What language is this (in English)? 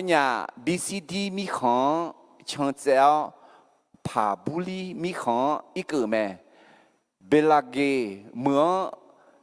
Akha